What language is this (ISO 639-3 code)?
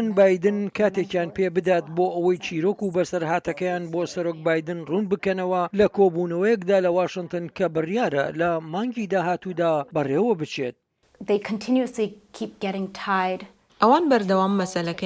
ckb